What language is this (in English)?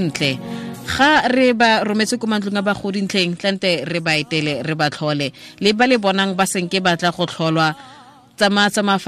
Tswana